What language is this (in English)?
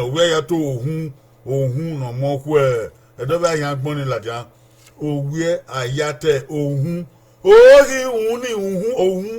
Bini